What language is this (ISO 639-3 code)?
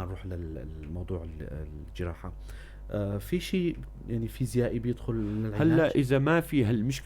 apc